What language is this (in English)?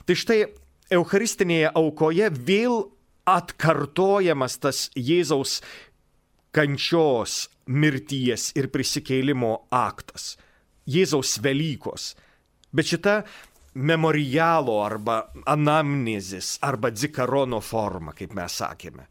Lithuanian